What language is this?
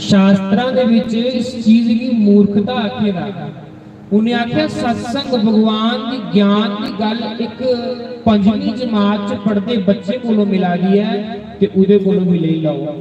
Dogri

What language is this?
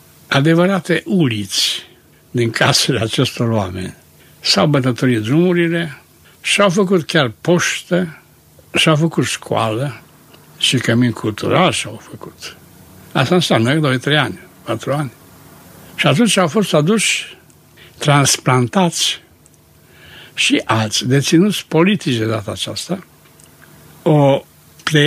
Romanian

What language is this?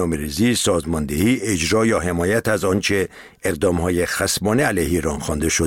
Persian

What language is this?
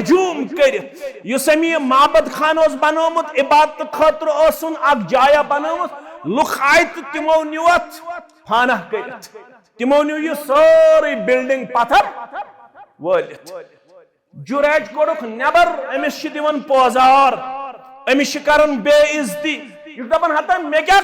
Kashmiri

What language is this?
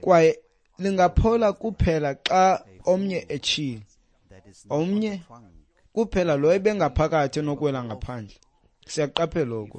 Xhosa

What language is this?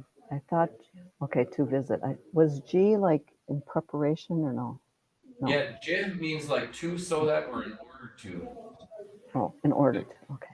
Chippewa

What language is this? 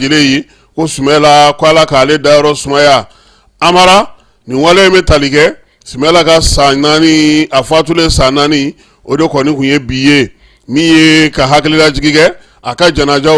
Bambara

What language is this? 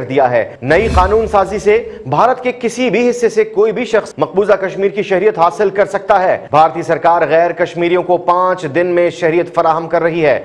Urdu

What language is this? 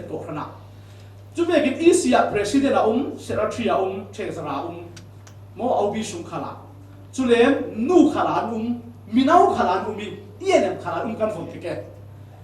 Falam Chin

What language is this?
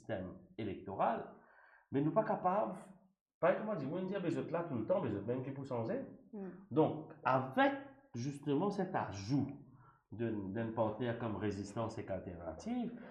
Morisyen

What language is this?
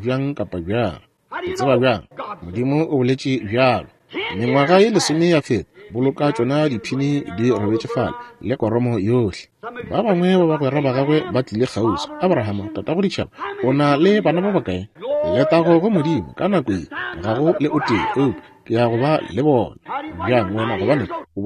Northern Sotho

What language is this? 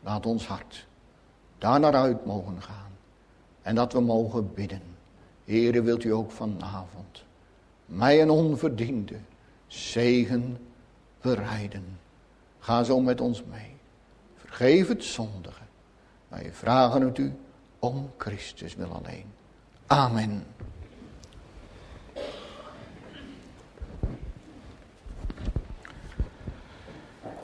Dutch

